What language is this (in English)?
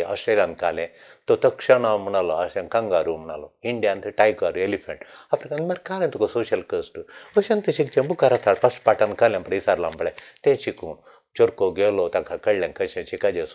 Konkani